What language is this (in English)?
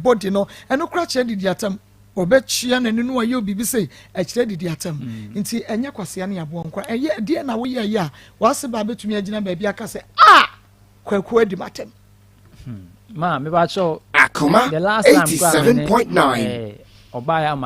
Akan